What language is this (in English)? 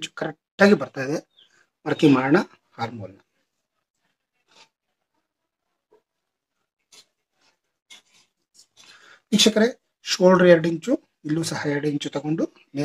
Kannada